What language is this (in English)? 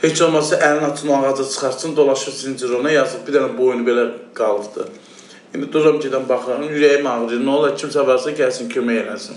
Azerbaijani